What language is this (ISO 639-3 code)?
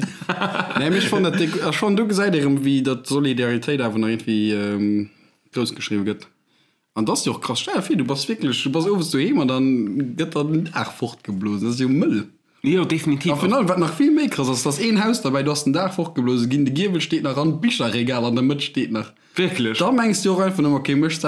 ltz